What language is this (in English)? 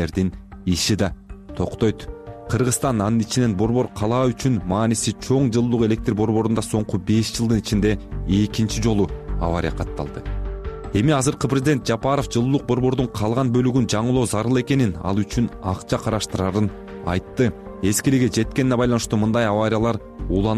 Kyrgyz